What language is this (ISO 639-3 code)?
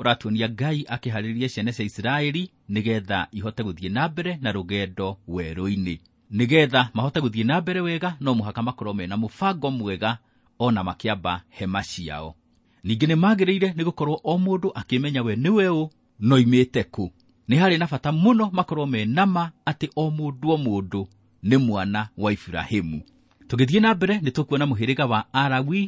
kik